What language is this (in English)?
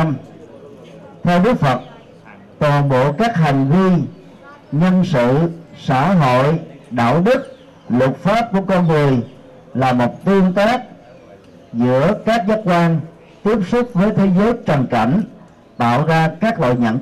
Vietnamese